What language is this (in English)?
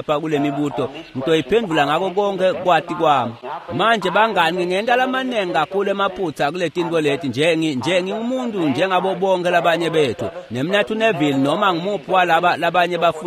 Swati